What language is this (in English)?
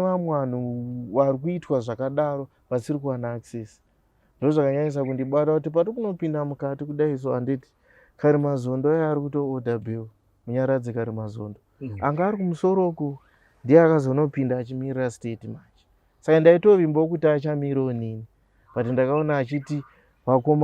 Shona